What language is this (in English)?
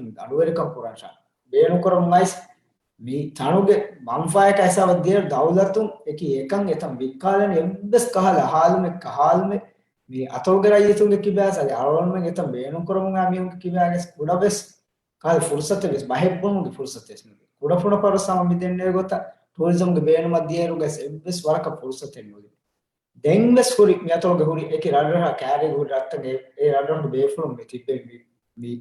Divehi